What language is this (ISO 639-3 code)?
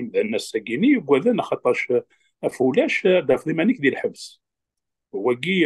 kab